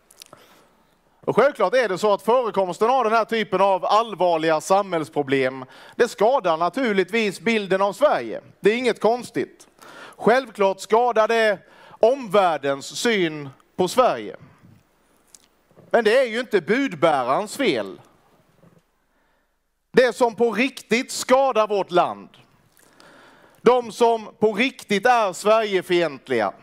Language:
Swedish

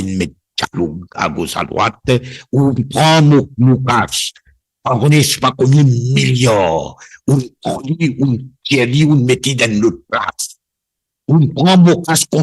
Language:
Morisyen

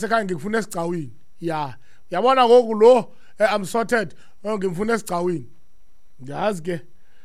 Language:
Xhosa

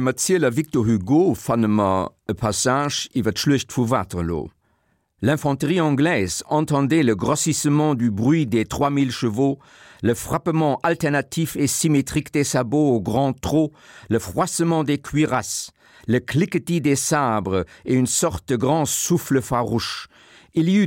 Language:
Luxembourgish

